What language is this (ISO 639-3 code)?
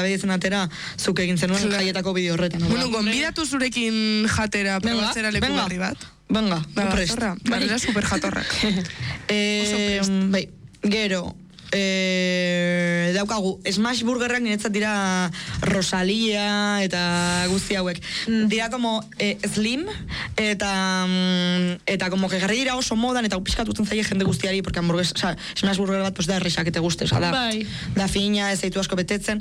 eus